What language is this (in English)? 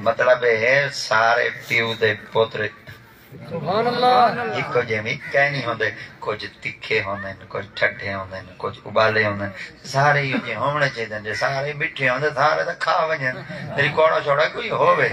Saraiki